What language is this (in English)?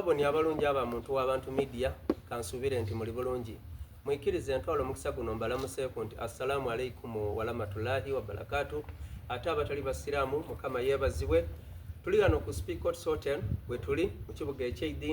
Soga